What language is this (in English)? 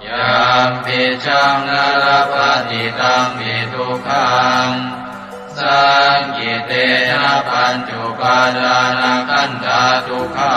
Pali